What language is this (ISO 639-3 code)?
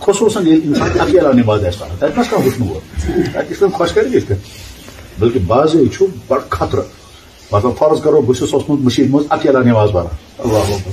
kas